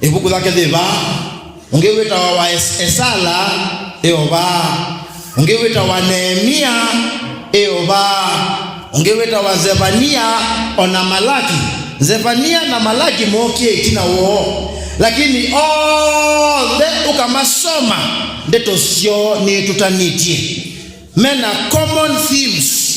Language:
Kamba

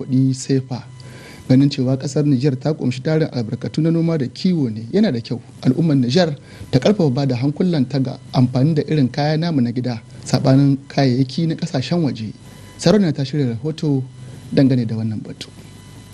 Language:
Hausa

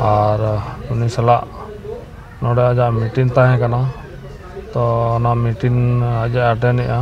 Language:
Santali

